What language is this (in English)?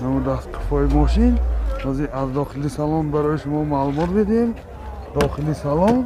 Tajik